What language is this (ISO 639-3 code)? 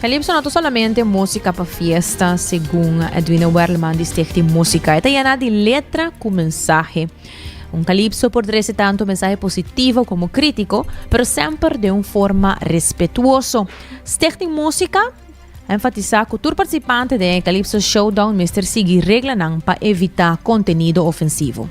pap